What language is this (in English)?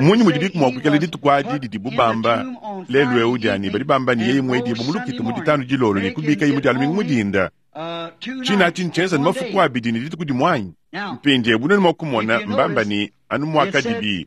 Luba-Lulua